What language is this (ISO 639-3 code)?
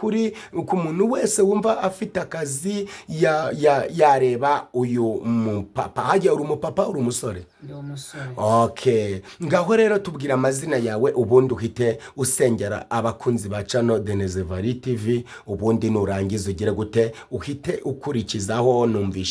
kin